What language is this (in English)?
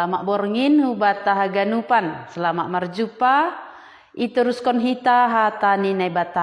Batak Simalungun